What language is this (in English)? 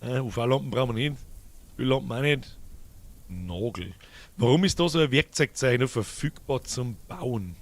Bavarian